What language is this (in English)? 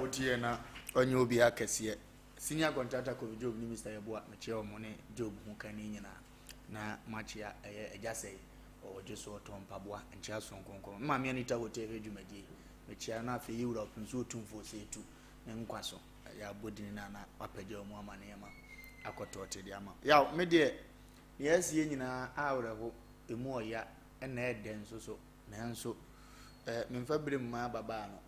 Akan